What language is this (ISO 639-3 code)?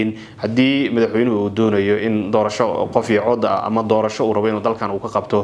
som